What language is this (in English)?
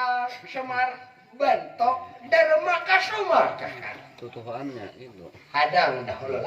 Banjar